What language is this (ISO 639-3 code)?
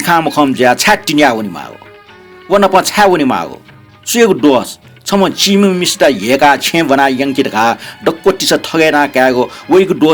new